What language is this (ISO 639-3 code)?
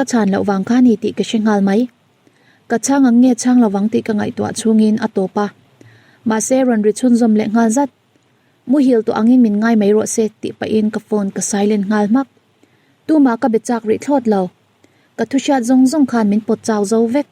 lus